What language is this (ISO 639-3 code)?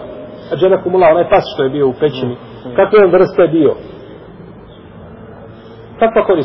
bos